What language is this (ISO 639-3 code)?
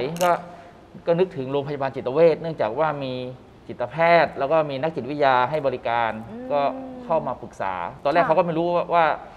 tha